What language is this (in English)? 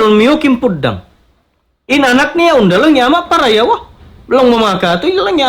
Tausug